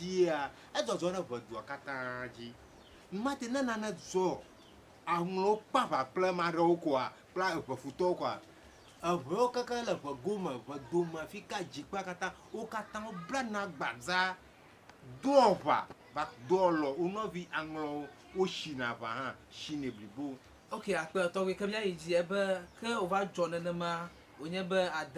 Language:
Ewe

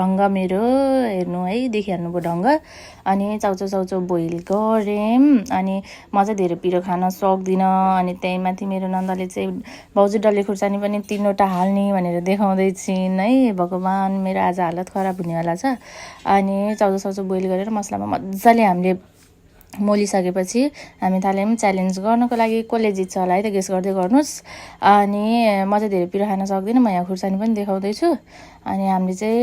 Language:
Nepali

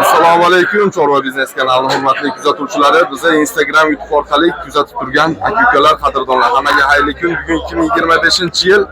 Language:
Uzbek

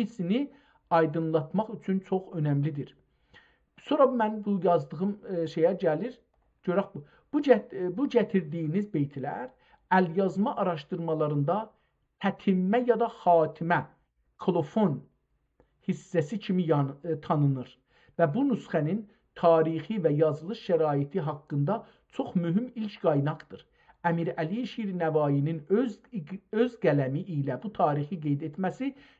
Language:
South Azerbaijani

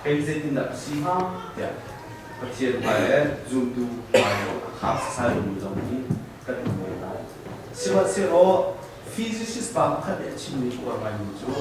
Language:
Hakha Chin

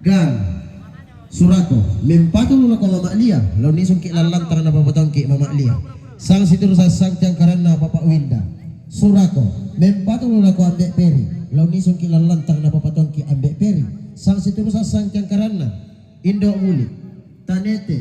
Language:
Toraja-Sa'dan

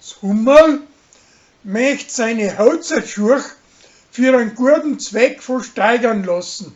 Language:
Bavarian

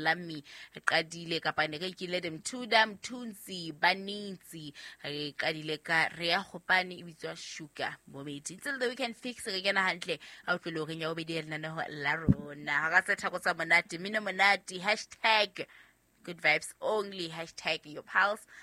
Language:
Southern Sotho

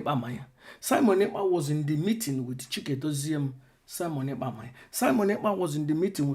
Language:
Igbo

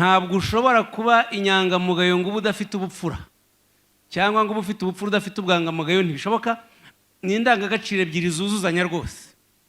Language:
Kinyarwanda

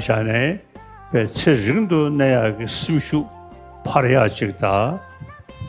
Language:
Tibetan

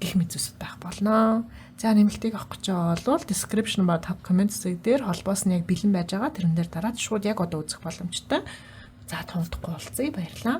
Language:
Mongolian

